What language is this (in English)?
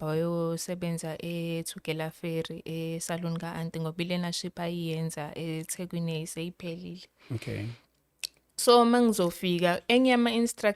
Zulu